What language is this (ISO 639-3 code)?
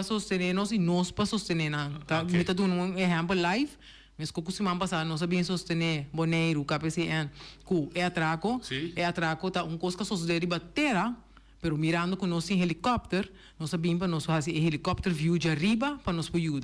pap